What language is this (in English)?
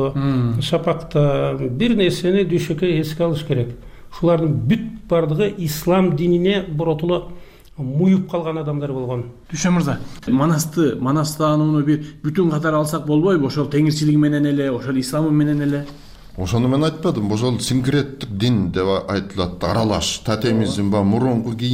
Kyrgyz